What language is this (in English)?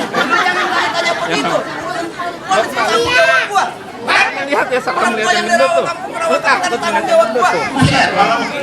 Betawi